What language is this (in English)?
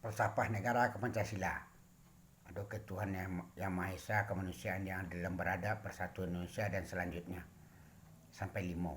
Minangkabau